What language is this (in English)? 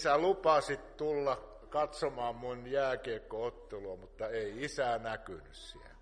Finnish